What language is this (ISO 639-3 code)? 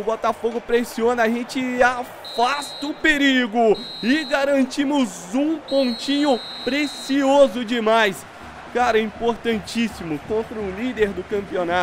por